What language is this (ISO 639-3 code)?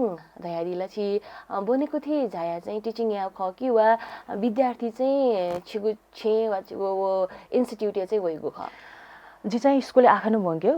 new